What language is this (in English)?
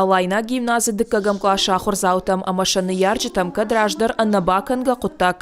Ossetic